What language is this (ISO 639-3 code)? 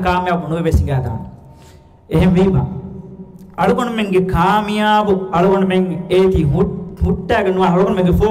div